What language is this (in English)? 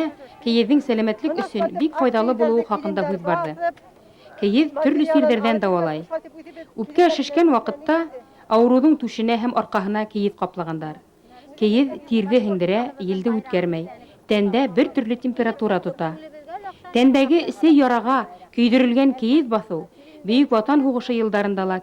Bashkir